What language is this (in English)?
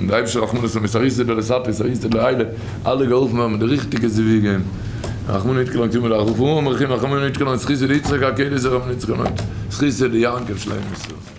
Yiddish